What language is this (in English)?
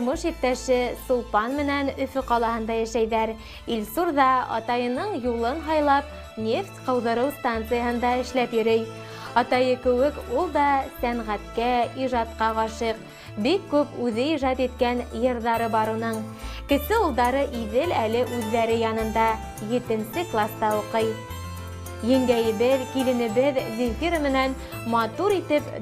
Bashkir